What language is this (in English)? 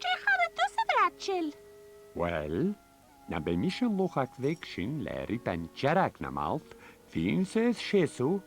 Scottish Gaelic